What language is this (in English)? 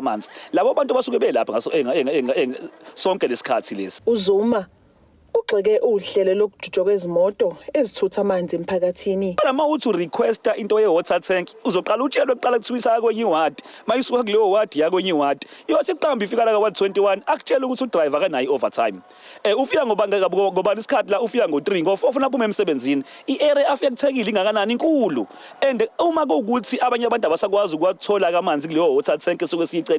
Zulu